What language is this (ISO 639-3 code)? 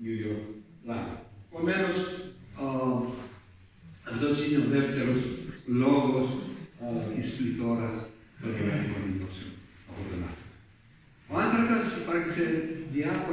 ell